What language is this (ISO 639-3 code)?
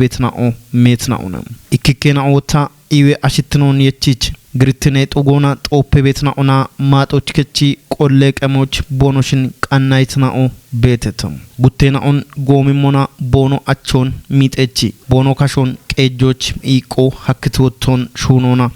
kbr